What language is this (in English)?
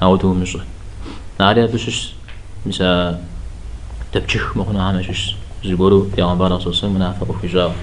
Kabardian